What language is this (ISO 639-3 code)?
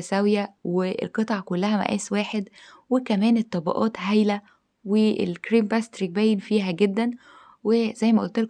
arz